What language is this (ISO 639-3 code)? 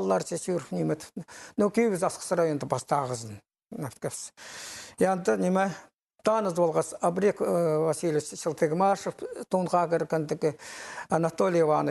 kjh